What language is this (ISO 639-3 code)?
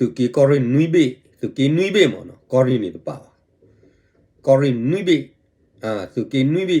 ksw